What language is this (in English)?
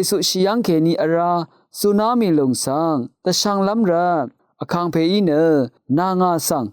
Rawang